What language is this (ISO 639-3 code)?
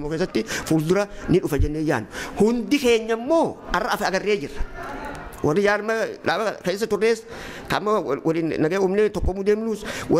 orm